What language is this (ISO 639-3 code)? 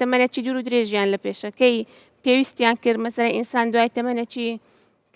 ckb